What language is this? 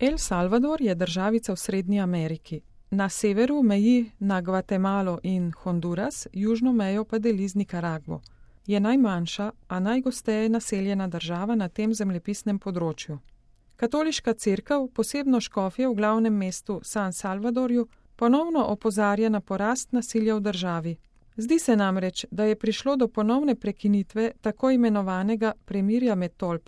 Slovenian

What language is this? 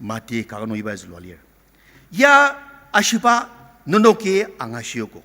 Ao Naga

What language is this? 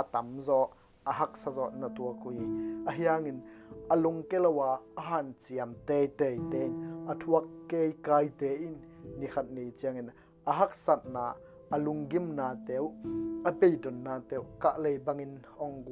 Tedim Chin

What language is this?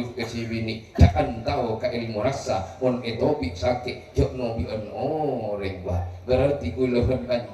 Madurese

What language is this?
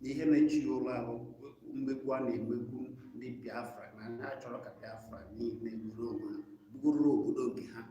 Igbo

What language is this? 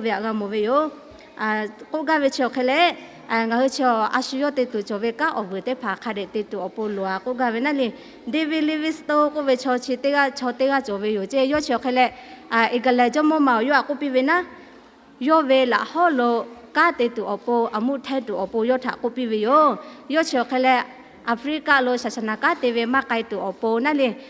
Lahu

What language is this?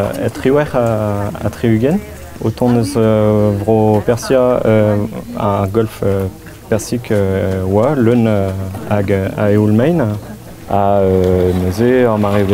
Breton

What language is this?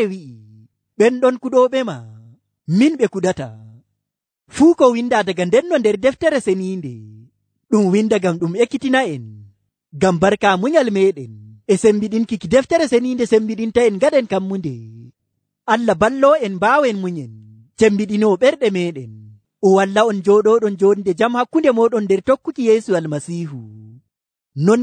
Nigerian Fulfulde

